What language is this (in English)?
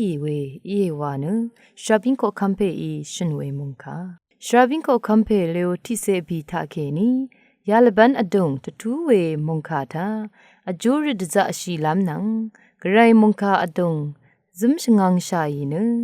Rawang